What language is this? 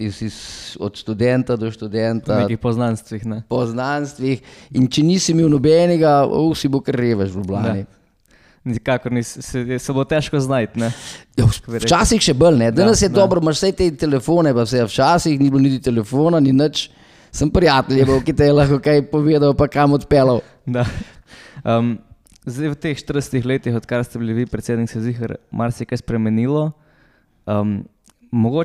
Slovenian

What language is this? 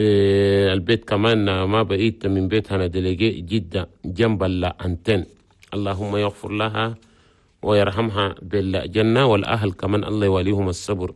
Chadian Arabic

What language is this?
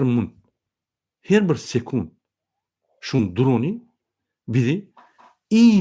Turkmen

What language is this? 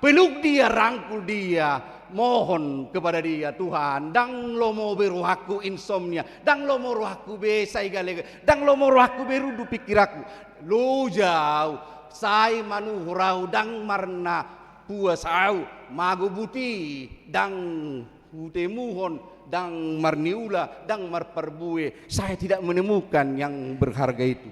Batak Toba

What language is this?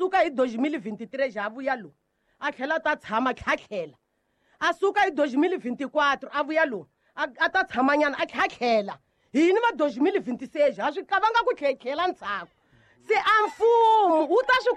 Tsonga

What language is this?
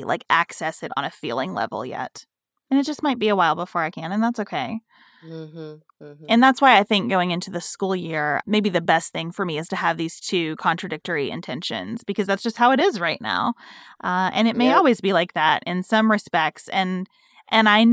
English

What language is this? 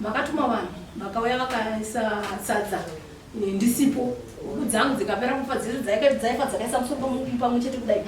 Shona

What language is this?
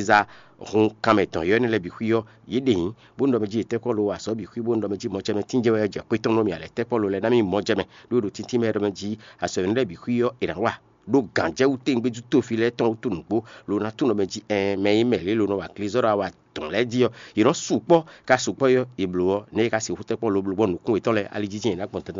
Fon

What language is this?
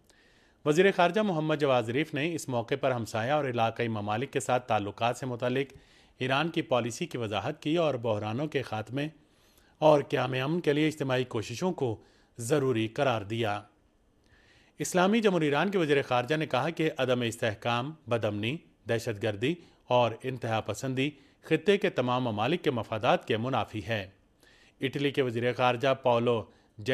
Urdu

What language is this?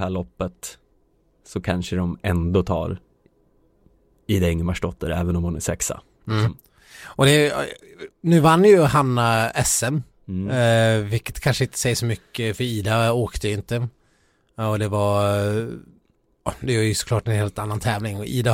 Swedish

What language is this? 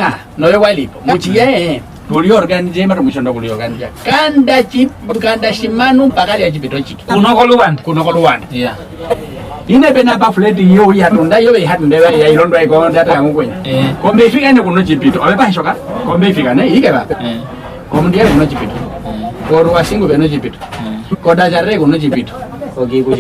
Nyaneka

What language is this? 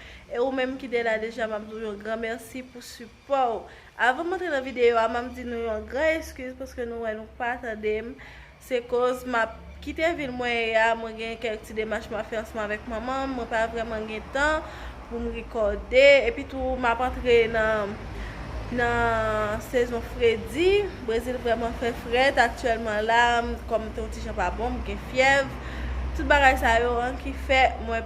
Haitian Creole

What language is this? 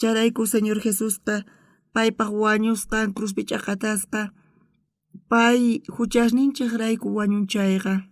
South Bolivian Quechua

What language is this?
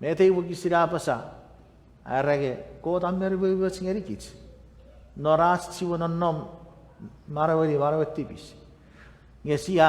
Chuukese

